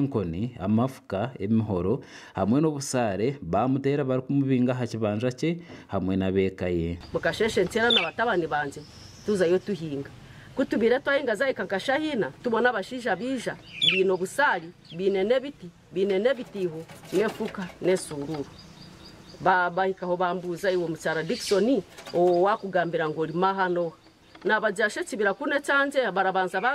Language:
Nyankole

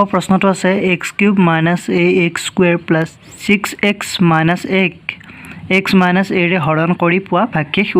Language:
Assamese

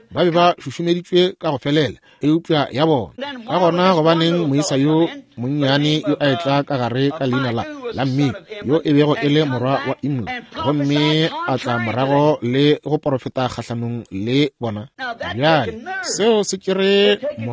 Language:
Northern Sotho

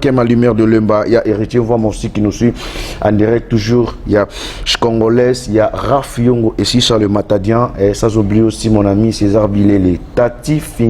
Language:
Lingala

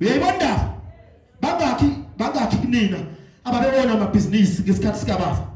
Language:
Zulu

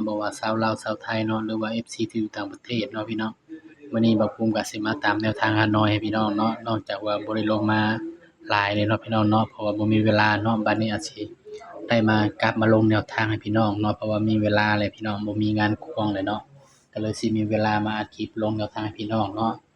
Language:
Northeastern Thai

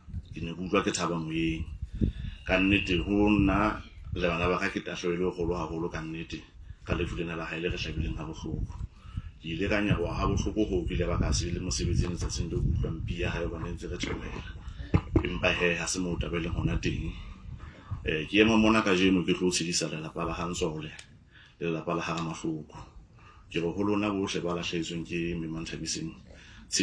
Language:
Southern Sotho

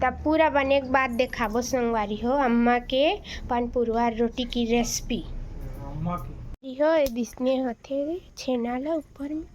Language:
Chhattisgarhi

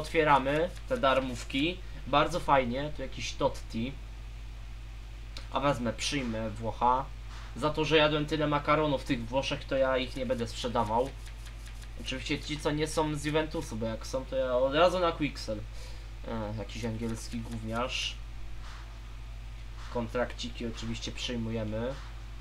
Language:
Polish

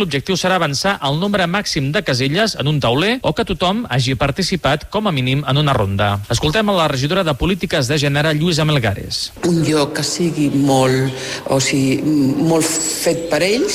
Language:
Catalan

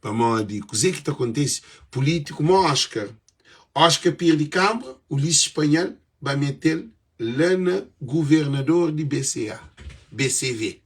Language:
Kabuverdianu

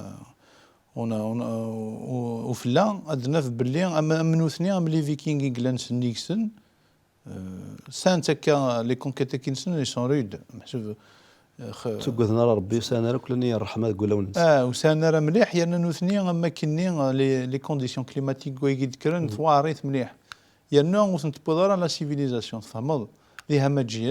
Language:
Kabyle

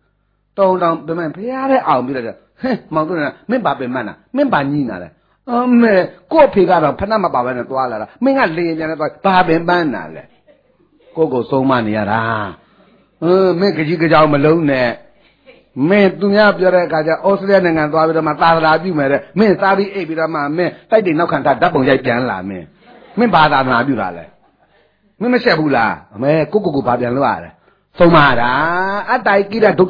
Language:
Burmese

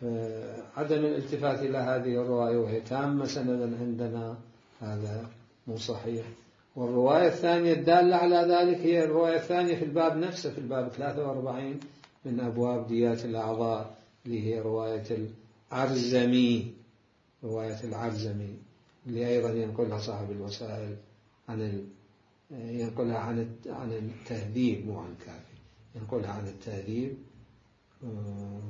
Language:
Mesopotamian Arabic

